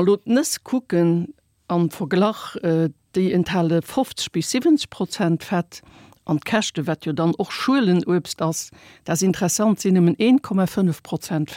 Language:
Luxembourgish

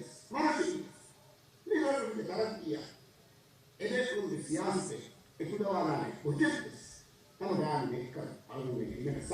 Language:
Divehi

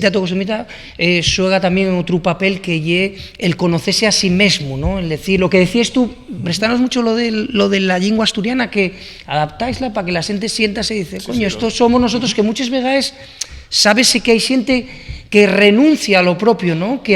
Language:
Asturian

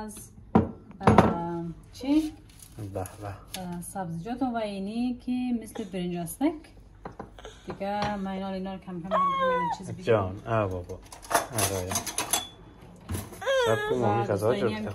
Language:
Persian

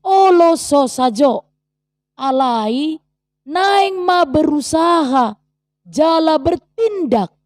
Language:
Batak Toba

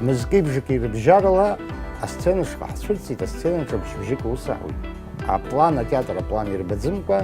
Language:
Abkhazian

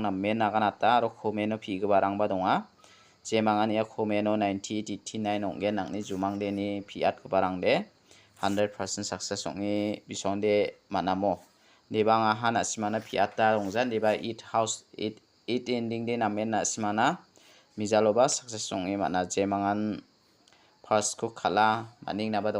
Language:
Garo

